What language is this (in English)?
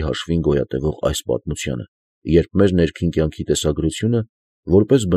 Armenian